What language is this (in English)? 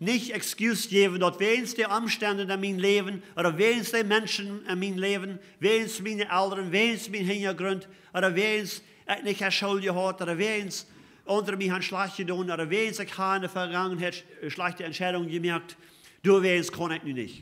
Plautdietsch